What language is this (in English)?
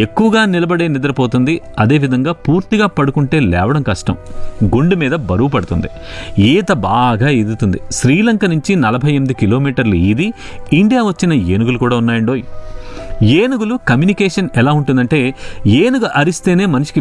Telugu